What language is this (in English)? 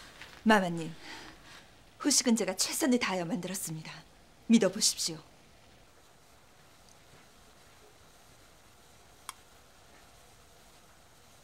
Korean